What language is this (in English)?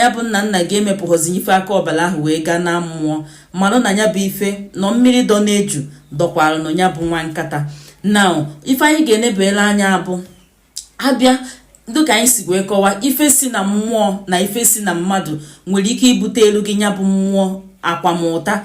Igbo